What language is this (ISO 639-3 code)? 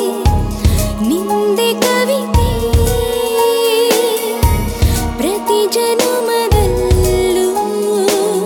kan